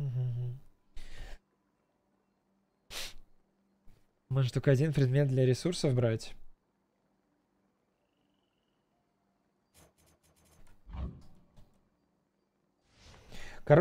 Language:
Russian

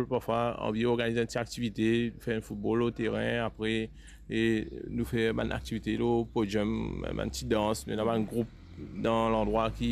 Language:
Morisyen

